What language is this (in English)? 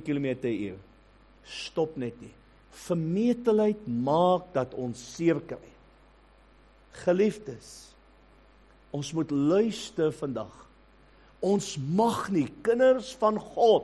Afrikaans